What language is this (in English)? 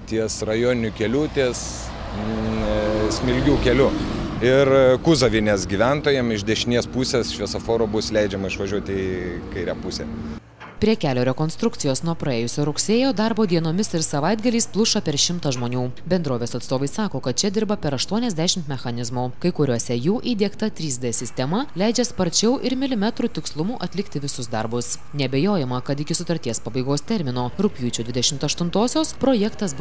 Lithuanian